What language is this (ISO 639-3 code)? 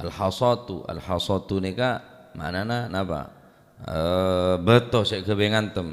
mad